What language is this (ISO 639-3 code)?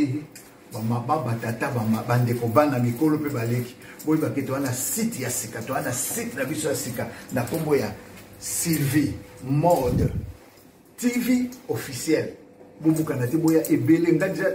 lin